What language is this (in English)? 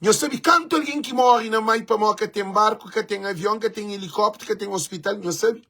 Kabuverdianu